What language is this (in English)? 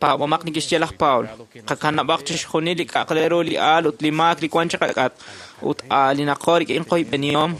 Kekchí